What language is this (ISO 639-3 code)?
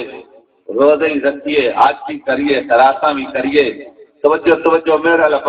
skr